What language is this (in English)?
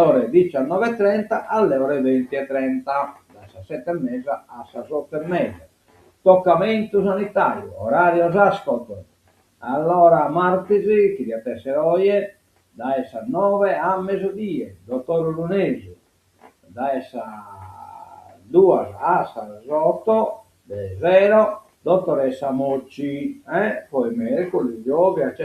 Sardinian